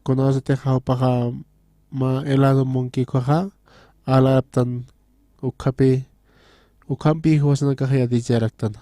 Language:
Aymara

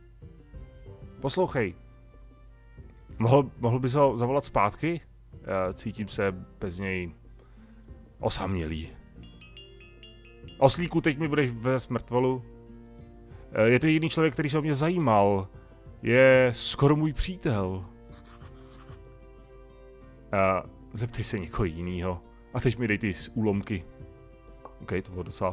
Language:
Czech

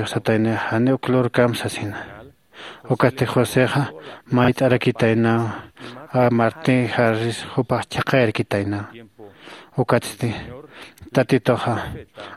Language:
Aymara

